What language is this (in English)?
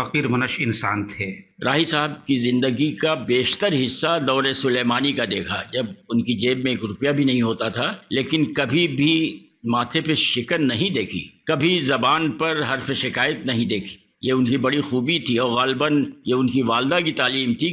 Urdu